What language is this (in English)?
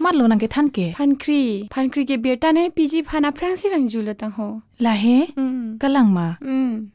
Karbi